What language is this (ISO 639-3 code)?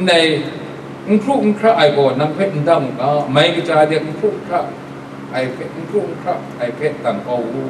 kac